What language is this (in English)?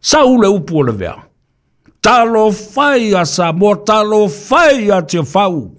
Samoan